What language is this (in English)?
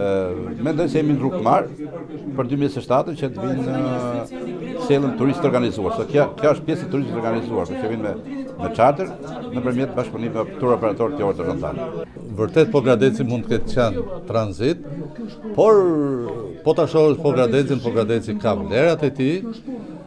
Albanian